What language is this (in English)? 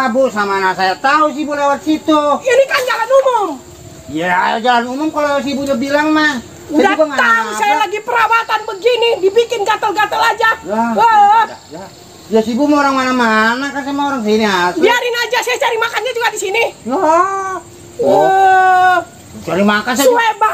Betawi